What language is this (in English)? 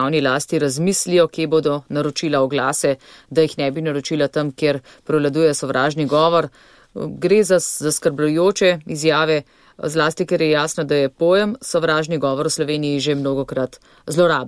Slovenian